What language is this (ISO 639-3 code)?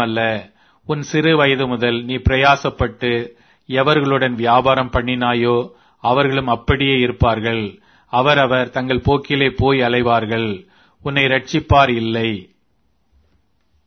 tam